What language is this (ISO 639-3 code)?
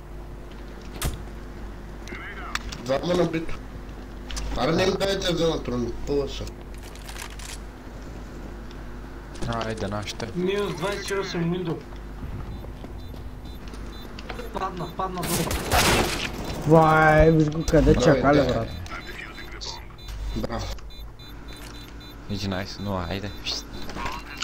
bul